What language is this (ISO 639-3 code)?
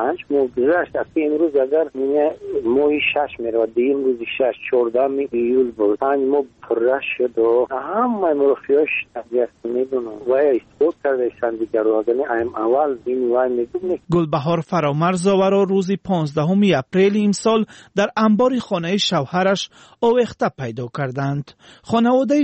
fas